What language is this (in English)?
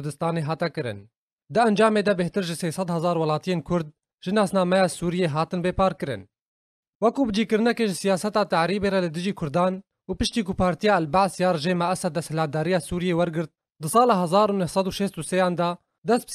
Kurdish